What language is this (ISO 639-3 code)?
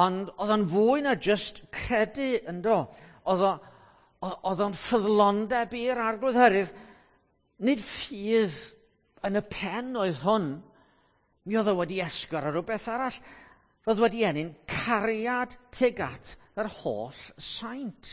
cym